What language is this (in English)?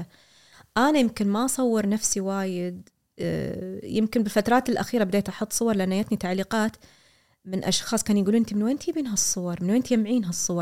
Gulf Arabic